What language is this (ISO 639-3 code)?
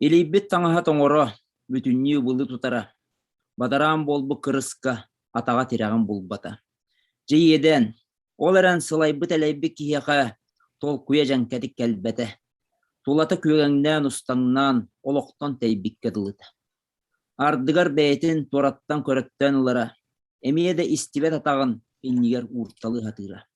sah